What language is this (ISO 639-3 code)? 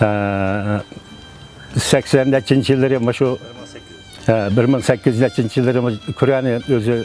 uig